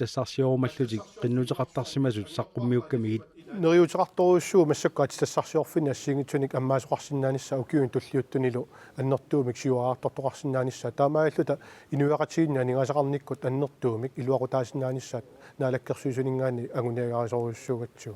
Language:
Kalaallisut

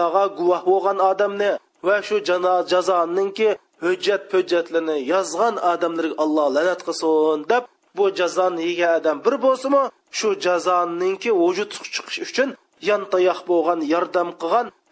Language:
Uyghur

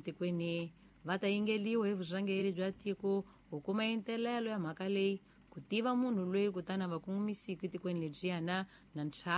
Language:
Tsonga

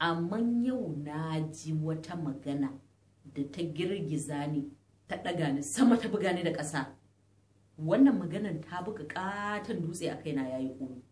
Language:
Hausa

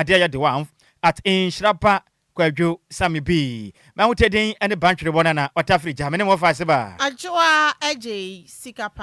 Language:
Akan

